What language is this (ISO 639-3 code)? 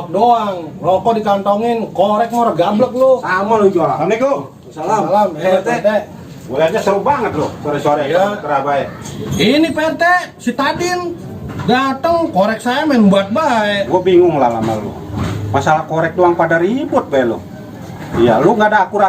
bew